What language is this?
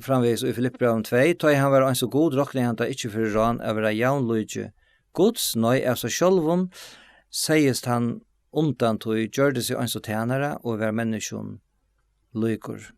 Faroese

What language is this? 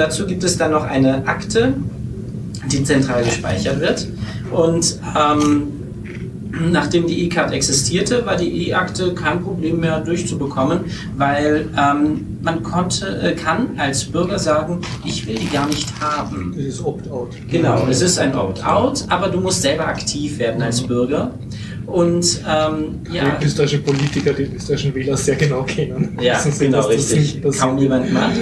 German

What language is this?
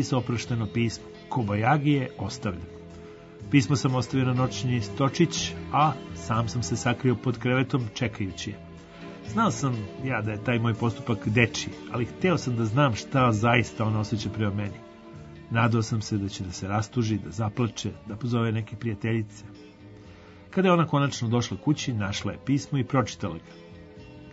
Serbian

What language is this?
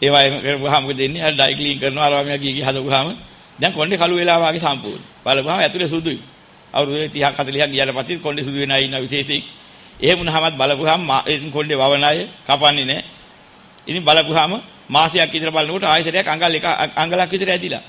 Sinhala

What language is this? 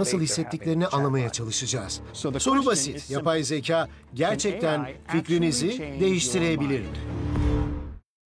Turkish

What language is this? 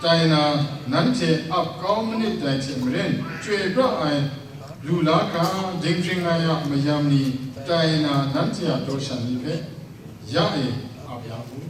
Kachin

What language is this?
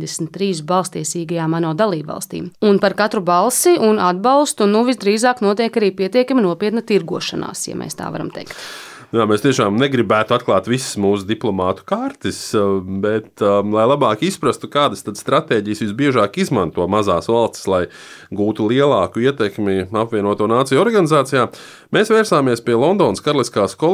Latvian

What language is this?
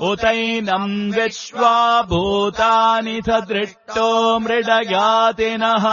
Sanskrit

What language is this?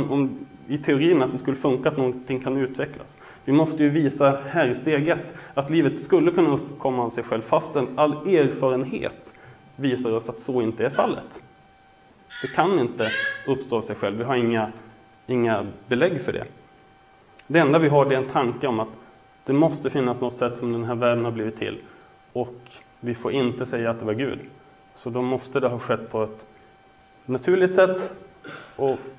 Swedish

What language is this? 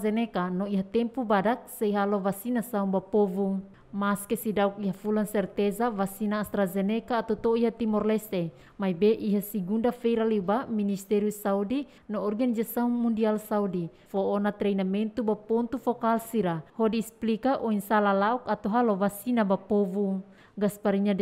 Tetum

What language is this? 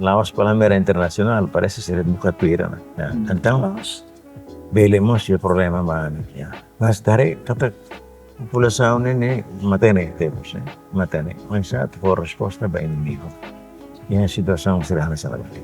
Tetum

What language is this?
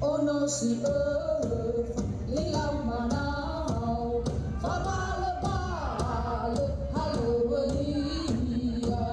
Nias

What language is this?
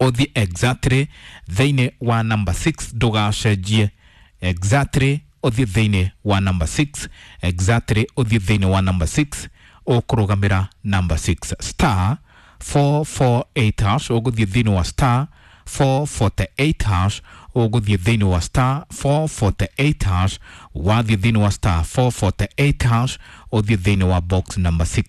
Kikuyu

